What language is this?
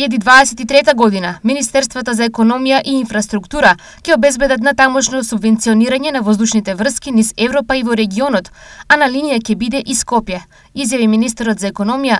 Macedonian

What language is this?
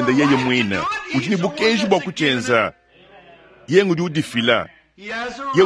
Luba-Lulua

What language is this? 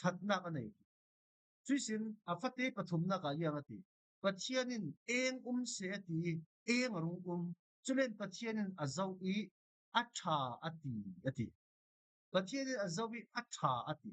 Falam Chin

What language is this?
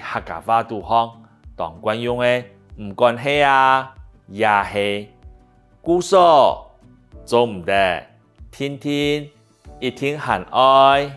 Hakka Chinese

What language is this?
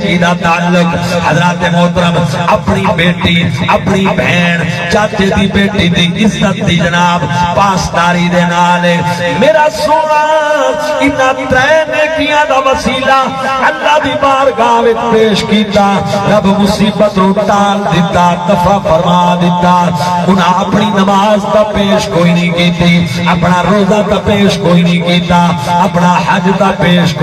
Saraiki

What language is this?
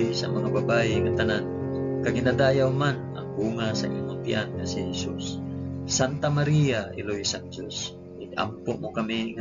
Hiligaynon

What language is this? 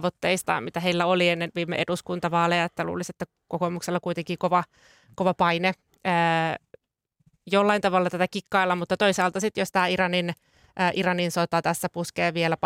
Finnish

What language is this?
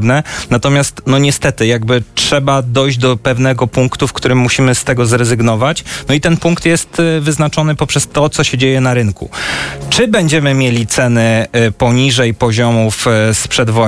Polish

